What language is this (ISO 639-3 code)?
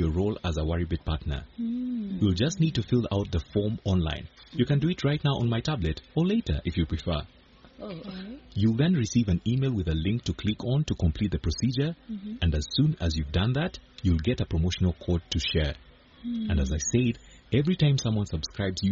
eng